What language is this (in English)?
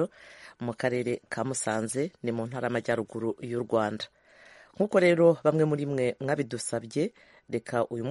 Kinyarwanda